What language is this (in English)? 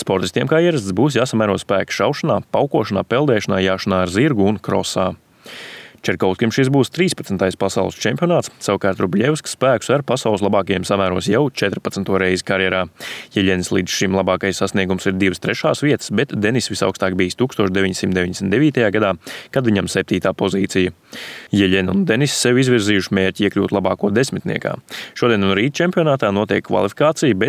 Latvian